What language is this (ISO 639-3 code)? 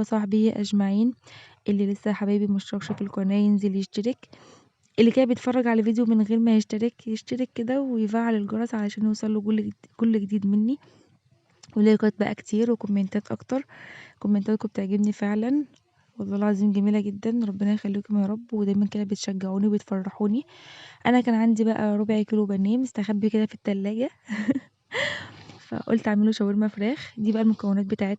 arz